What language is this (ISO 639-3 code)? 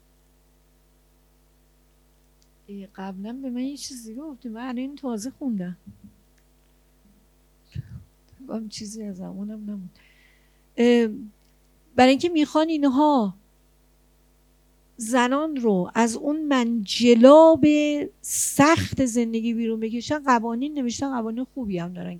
fas